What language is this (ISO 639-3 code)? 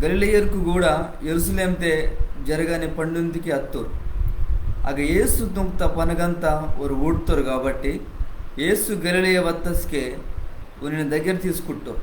kff